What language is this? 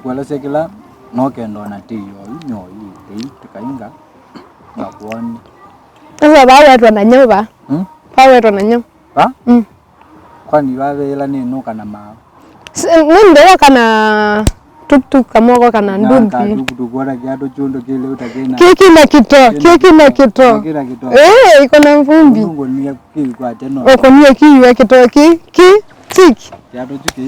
Kamba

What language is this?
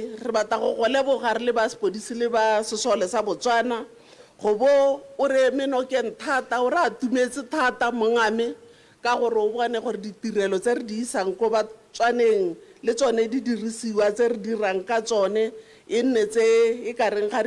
Tswana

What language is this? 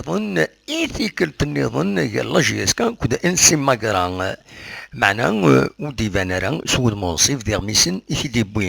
Kabyle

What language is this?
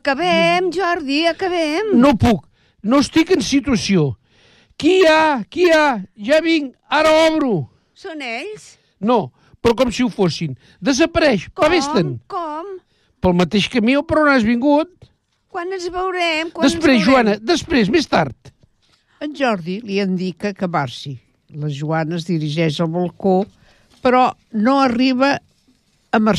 Catalan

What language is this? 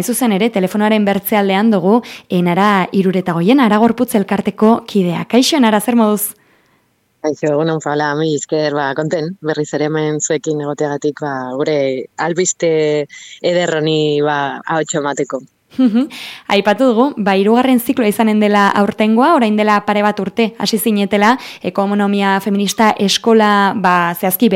Basque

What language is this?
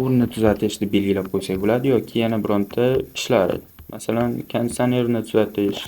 Uzbek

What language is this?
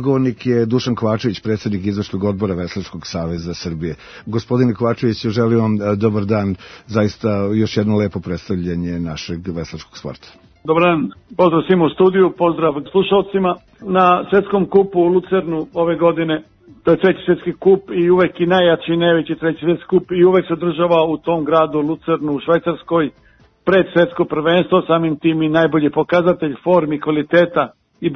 Serbian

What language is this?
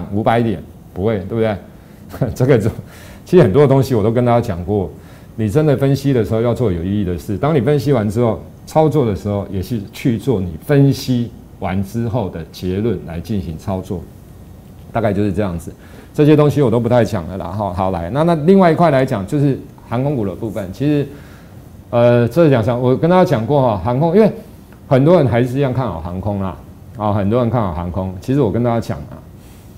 Chinese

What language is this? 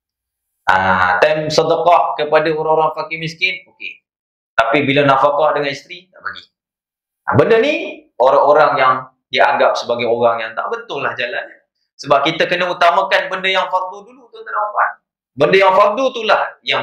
Malay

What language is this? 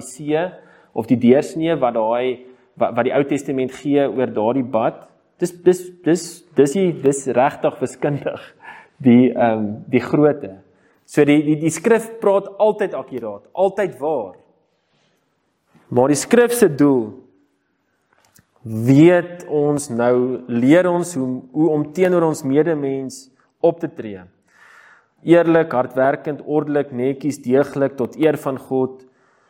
Afrikaans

